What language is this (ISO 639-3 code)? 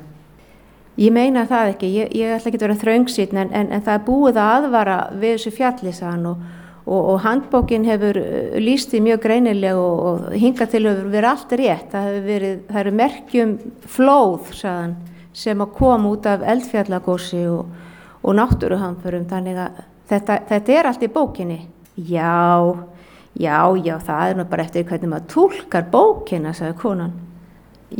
isl